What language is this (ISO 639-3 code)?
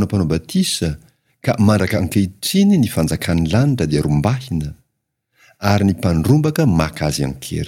mlg